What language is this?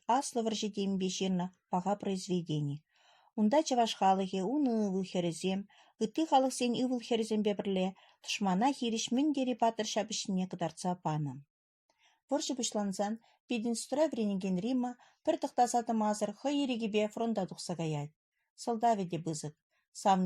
Chuvash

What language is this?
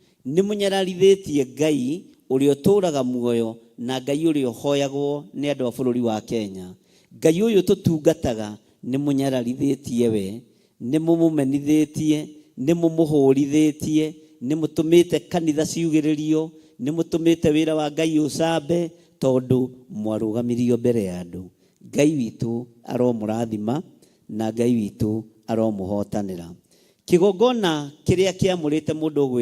Kikuyu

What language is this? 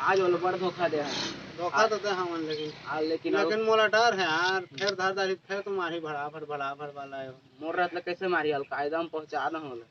Chhattisgarhi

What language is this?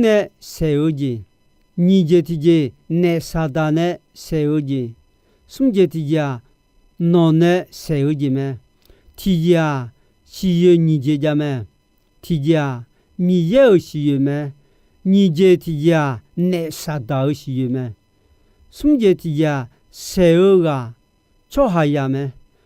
Akha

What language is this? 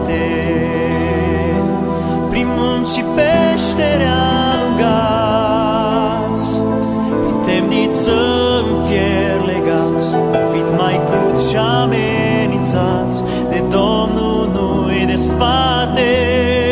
Romanian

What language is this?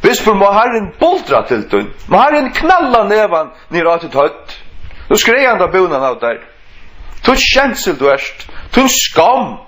Faroese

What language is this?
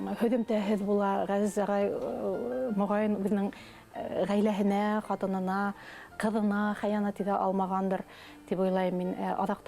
Bashkir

